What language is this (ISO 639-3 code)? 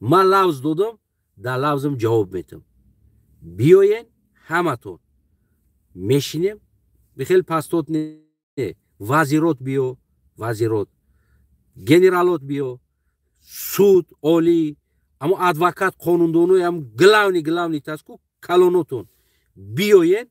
tgk